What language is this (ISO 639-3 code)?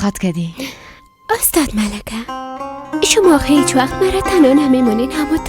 fas